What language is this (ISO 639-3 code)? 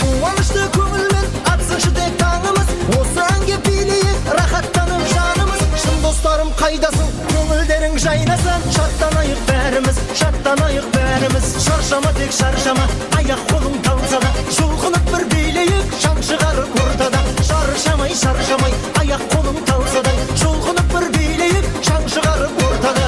kaa